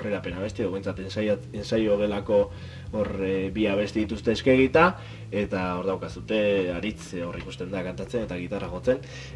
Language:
Basque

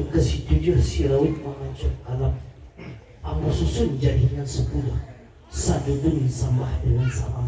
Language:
Minangkabau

